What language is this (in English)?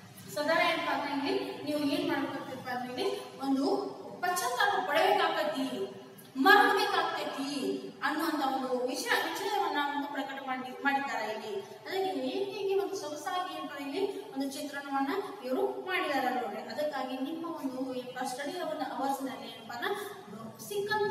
Kannada